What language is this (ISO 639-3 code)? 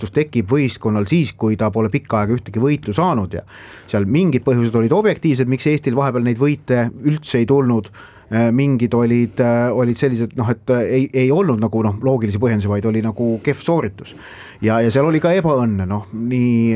est